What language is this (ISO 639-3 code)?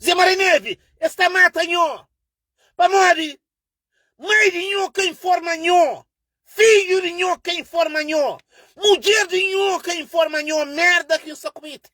kea